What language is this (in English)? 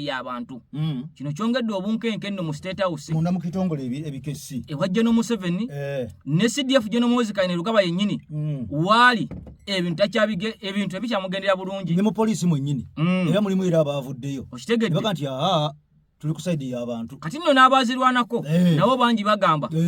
Ganda